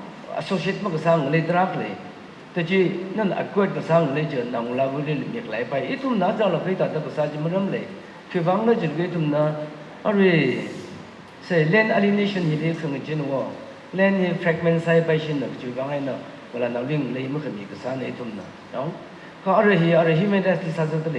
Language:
Tangkhul Naga (India)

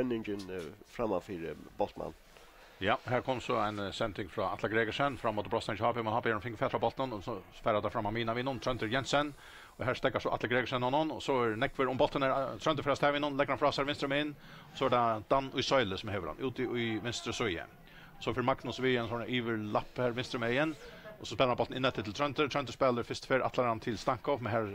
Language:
Faroese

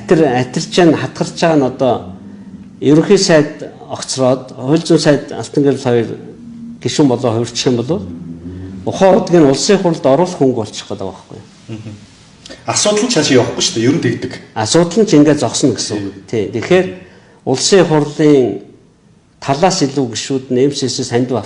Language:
Mongolian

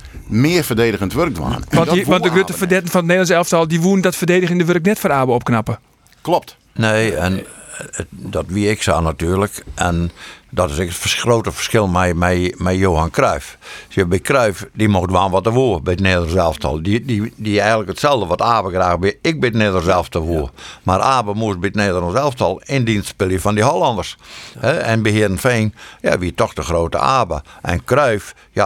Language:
Western Frisian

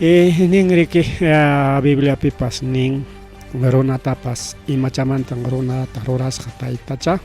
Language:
Ayacucho Quechua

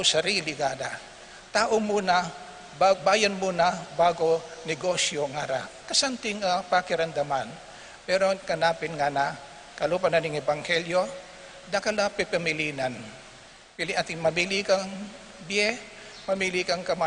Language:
Pampanga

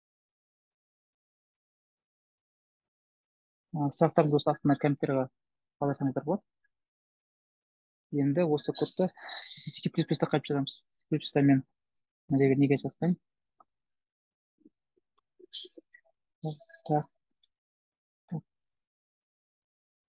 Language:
Kazakh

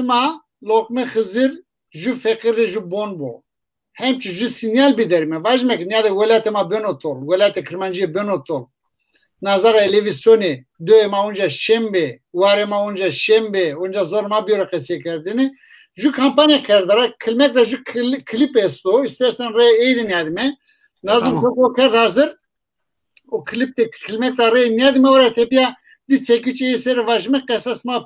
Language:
Zaza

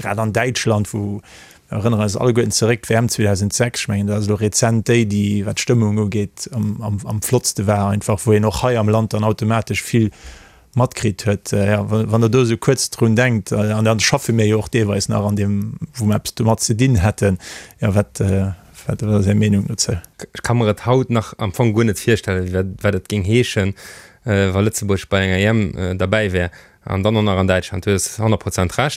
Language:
Luxembourgish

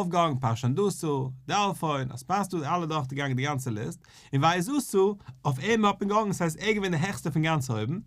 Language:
Yiddish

